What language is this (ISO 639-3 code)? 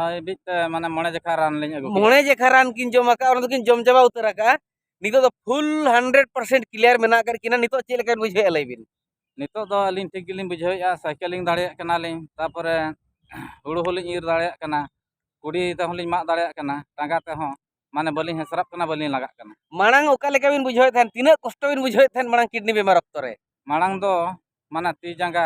sat